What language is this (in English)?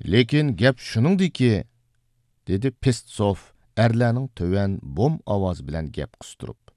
Uyghur